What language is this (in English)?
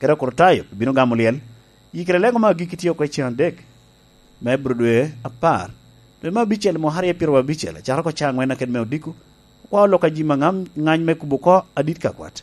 Lango (Uganda)